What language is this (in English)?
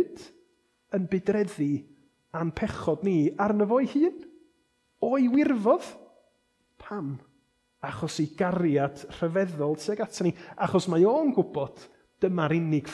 Welsh